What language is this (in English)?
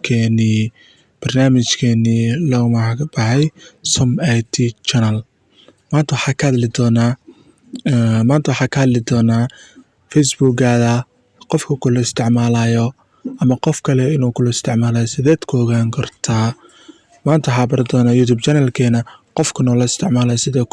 Somali